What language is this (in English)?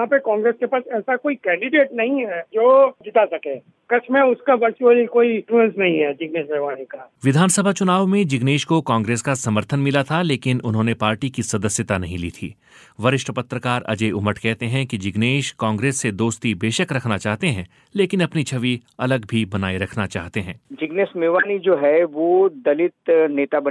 Hindi